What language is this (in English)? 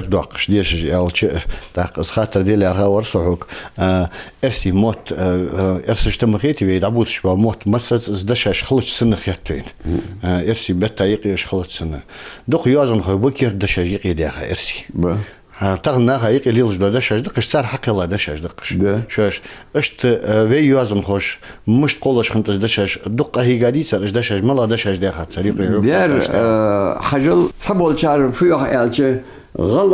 Ingush